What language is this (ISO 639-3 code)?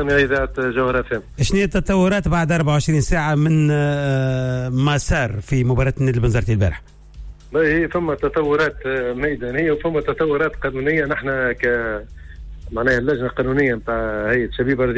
aeb